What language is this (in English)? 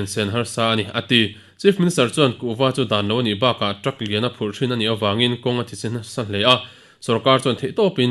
Mizo